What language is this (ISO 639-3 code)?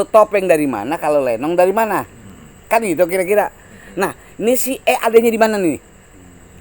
bew